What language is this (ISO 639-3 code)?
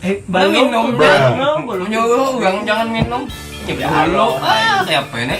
bjn